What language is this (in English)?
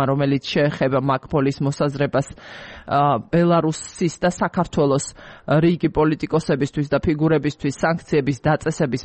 Georgian